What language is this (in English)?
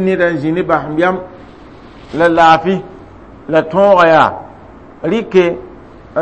Mossi